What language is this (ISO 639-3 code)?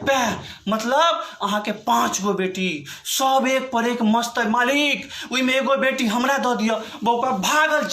mai